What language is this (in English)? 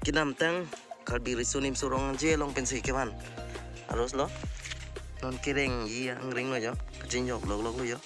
Karbi